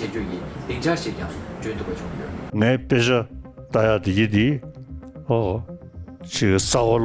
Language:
Tibetan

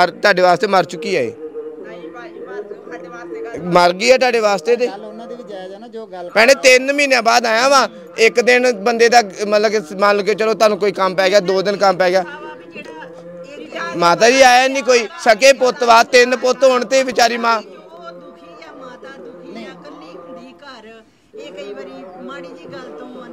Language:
Punjabi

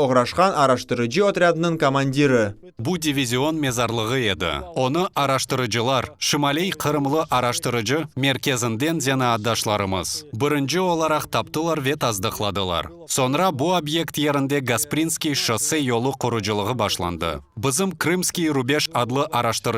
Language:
Crimean Tatar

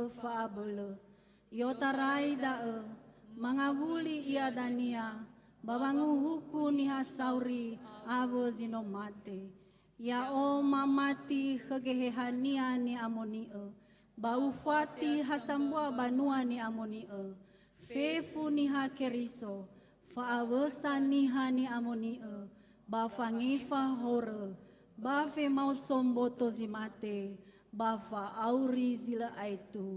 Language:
Nias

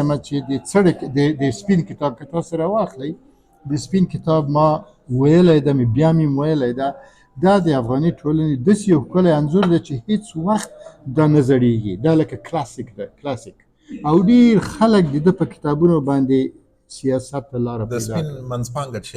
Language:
Pashto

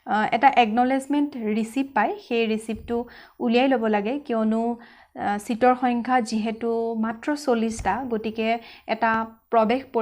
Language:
Assamese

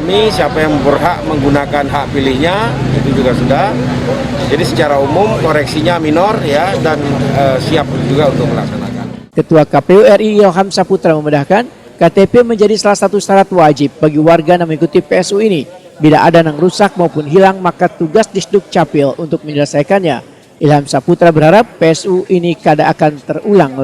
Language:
Banjar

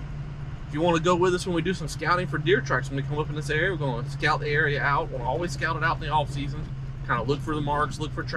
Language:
English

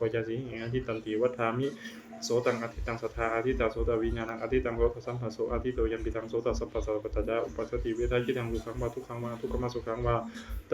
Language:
Pali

